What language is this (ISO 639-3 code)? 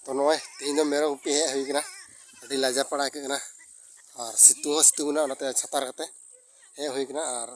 sat